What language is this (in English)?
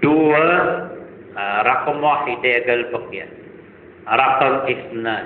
Maranao